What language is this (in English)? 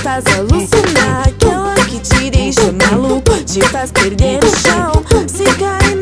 Portuguese